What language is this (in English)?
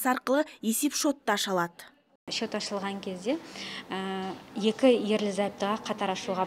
Kazakh